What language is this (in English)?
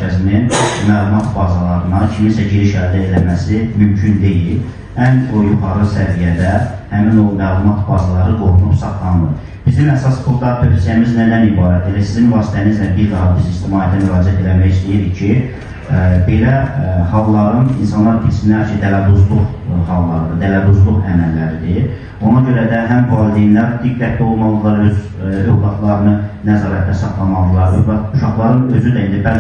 Azerbaijani